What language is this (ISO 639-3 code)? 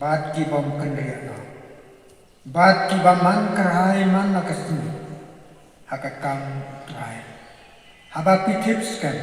kha